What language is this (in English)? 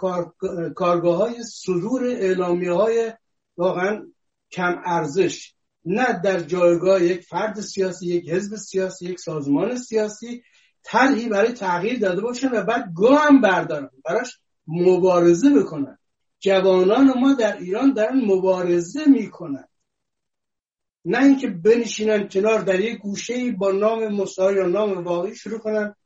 Persian